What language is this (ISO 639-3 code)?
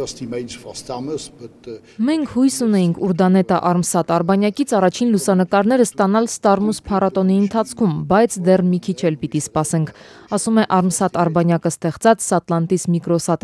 hye